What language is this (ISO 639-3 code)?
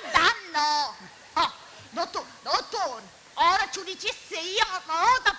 scn